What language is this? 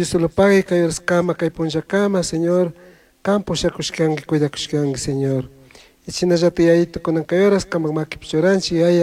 Chimborazo Highland Quichua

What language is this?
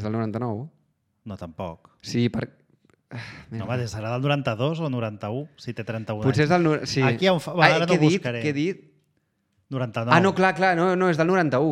Catalan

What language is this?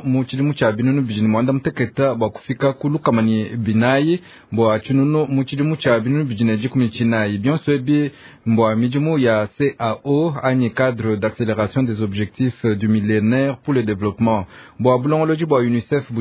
Luba-Lulua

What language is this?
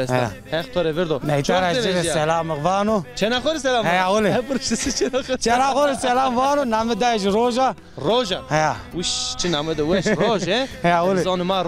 Zaza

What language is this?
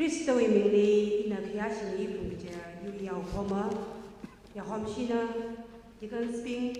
Tangkhul Naga (India)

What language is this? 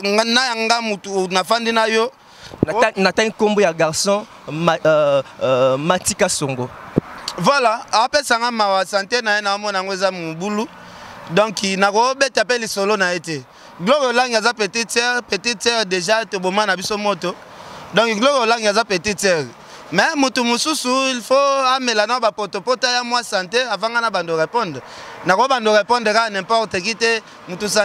Lingala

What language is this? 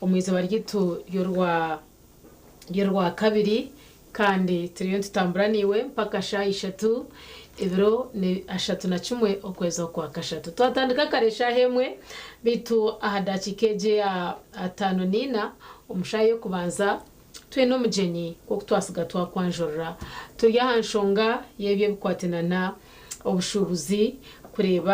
Nyankole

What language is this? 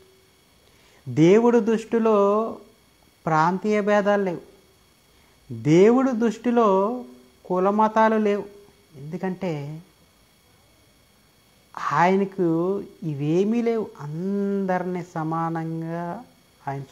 Telugu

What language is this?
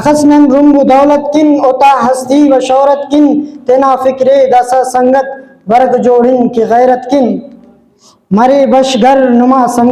Brahui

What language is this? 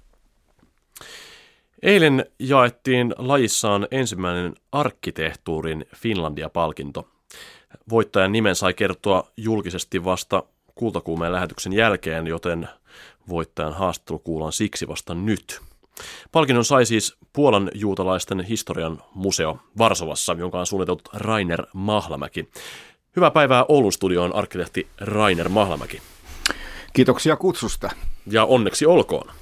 Finnish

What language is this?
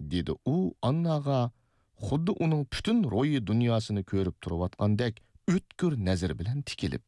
Uyghur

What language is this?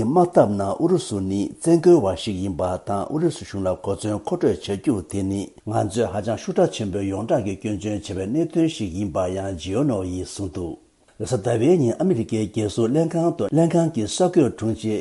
Tibetan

